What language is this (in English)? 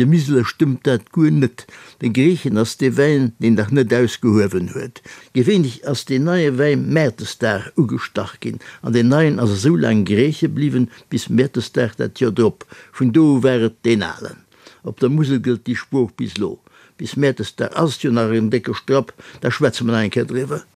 Luxembourgish